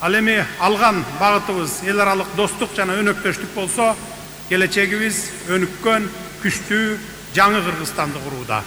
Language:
Kyrgyz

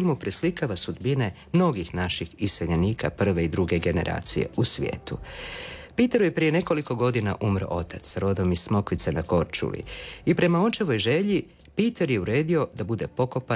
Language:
Croatian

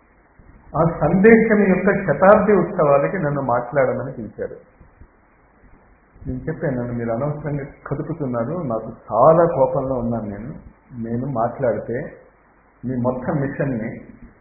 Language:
Telugu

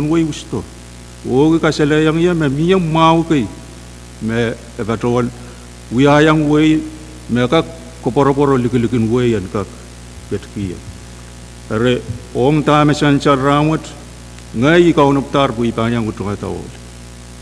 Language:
Pohnpeian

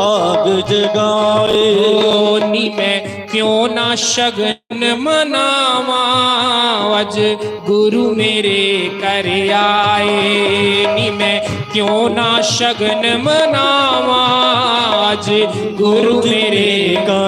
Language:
Dogri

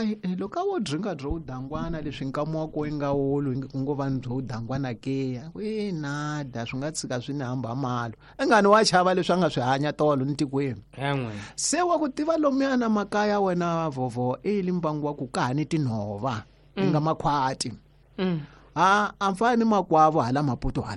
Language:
Tsonga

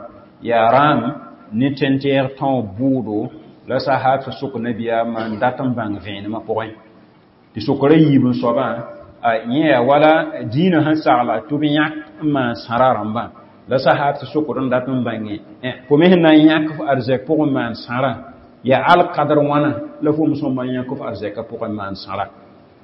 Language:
Mossi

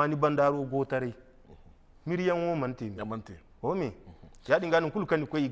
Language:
Zarma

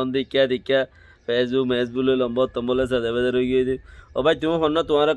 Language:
Rohingya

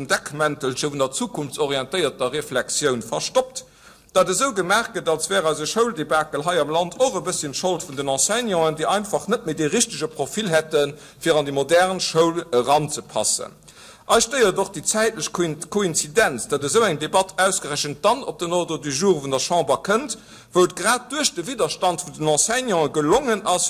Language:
Luxembourgish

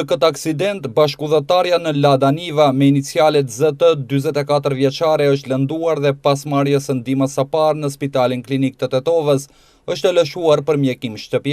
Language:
Albanian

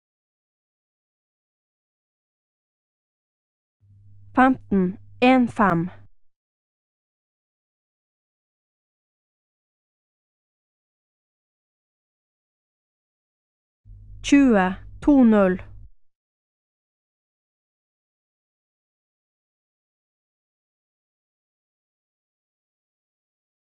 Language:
Norwegian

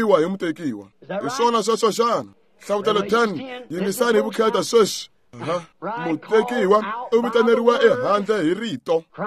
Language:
Tsonga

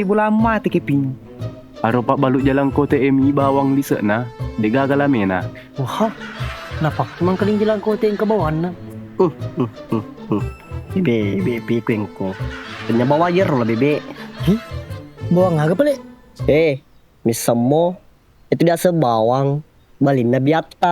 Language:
Buginese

